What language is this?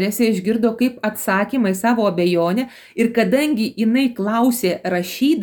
Lithuanian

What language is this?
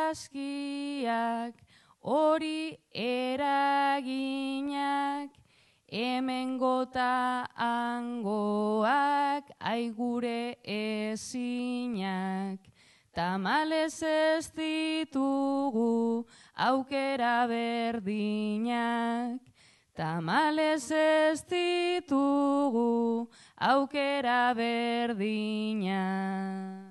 Basque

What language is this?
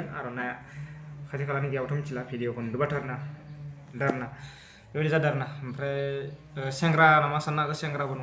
Bodo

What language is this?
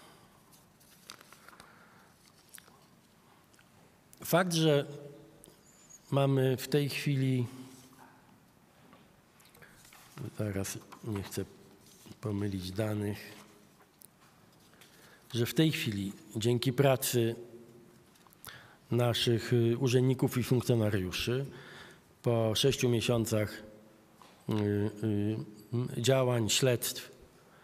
Polish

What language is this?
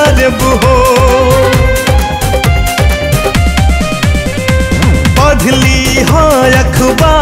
Bhojpuri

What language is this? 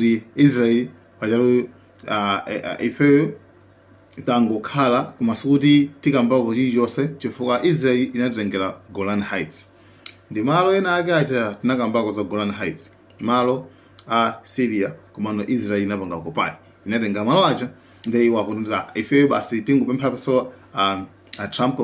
Nyanja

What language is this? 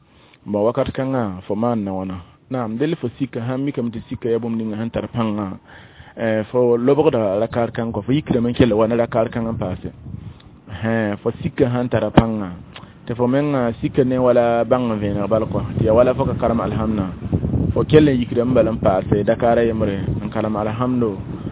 Mossi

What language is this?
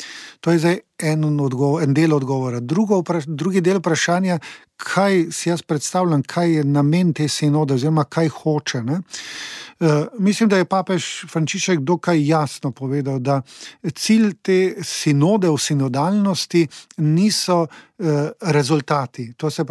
Slovenian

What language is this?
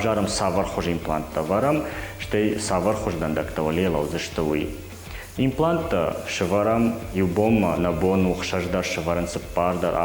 Ossetic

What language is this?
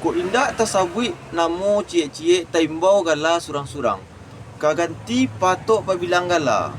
Minangkabau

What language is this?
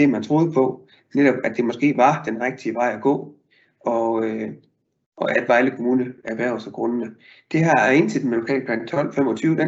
Danish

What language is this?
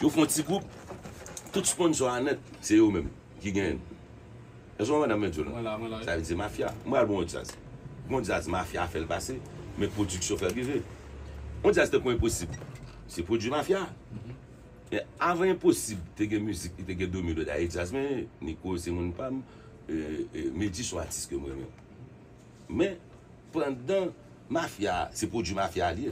Haitian Creole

